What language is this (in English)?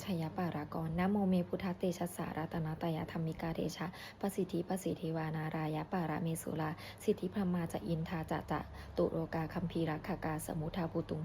Pali